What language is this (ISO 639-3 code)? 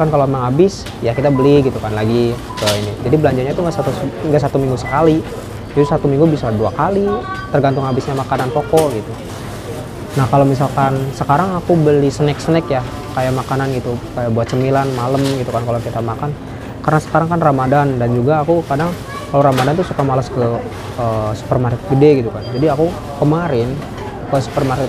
ind